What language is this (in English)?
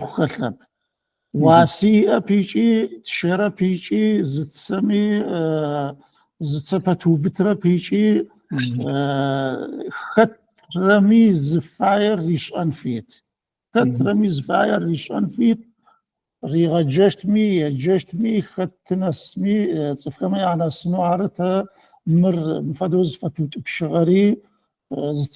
Adyghe